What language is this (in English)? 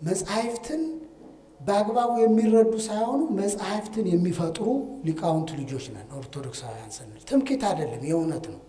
Amharic